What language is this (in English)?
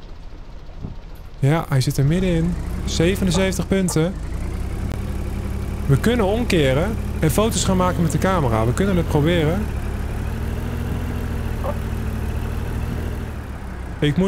Dutch